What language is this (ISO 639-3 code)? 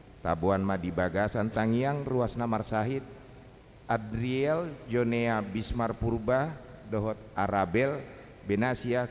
bbc